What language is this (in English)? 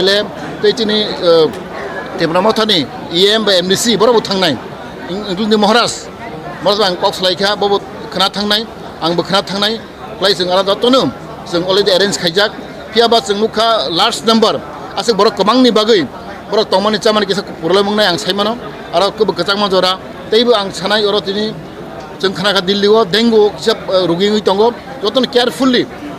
Kok Borok